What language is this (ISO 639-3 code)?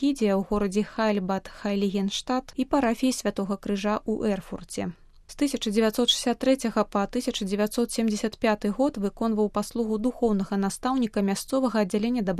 bel